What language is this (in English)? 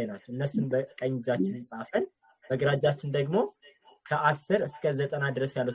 Amharic